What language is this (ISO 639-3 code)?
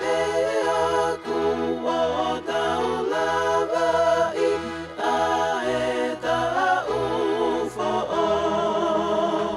ton